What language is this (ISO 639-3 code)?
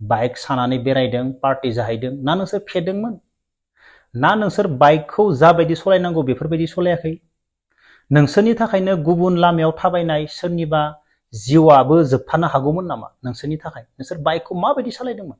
brx